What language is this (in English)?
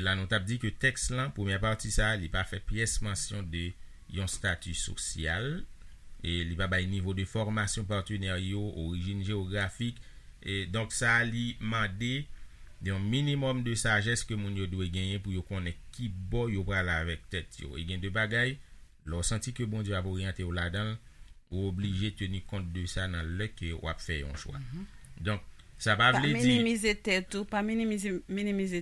Haitian Creole